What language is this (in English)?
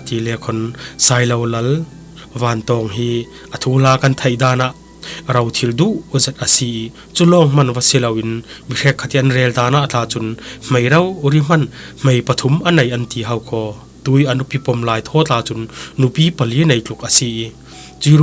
Falam Chin